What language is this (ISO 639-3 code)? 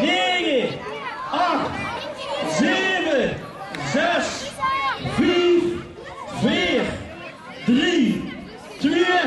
lim